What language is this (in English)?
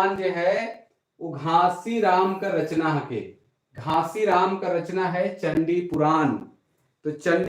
Sadri